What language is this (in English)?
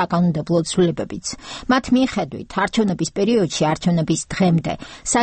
Georgian